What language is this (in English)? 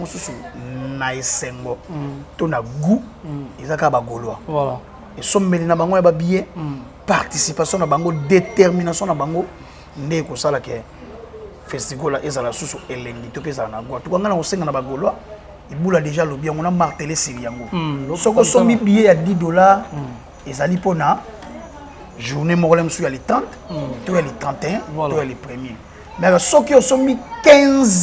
Lingala